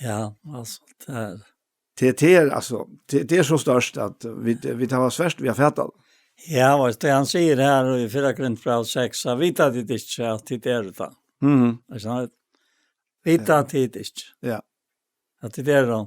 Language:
Faroese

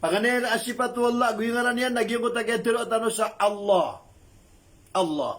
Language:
Maranao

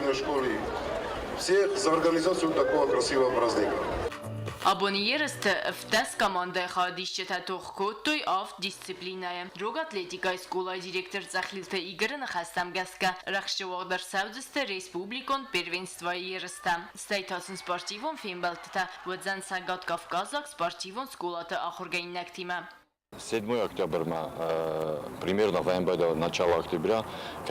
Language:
Ossetic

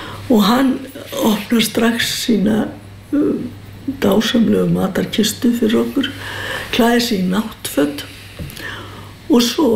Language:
Icelandic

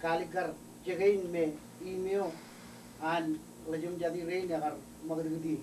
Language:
Marshallese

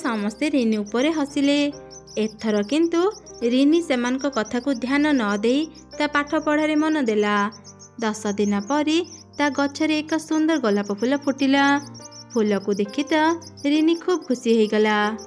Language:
Odia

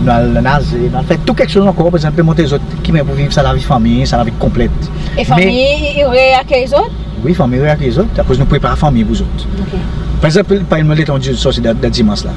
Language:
Seselwa Creole French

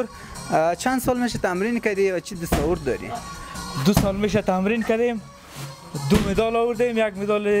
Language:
Persian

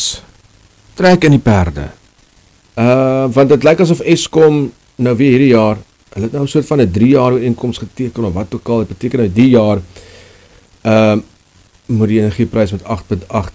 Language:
Afrikaans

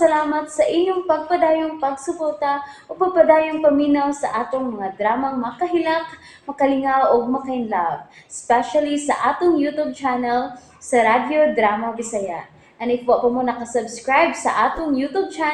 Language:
Cebuano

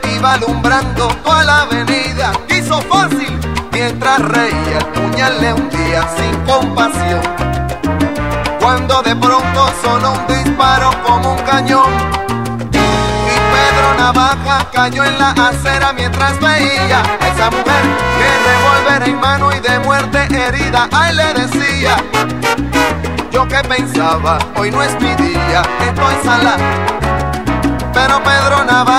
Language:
Spanish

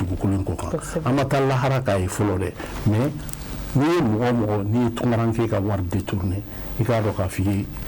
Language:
Bambara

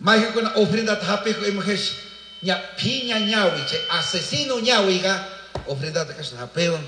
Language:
Chimborazo Highland Quichua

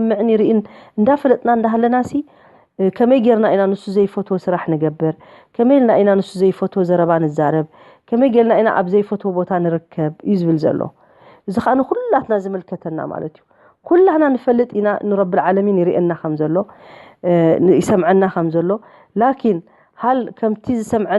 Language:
Tigrinya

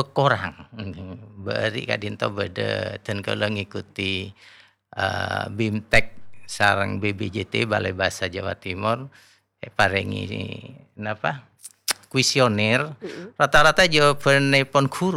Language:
Madurese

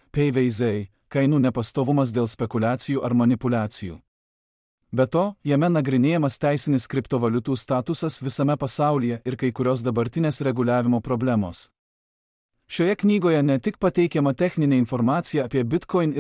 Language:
Lithuanian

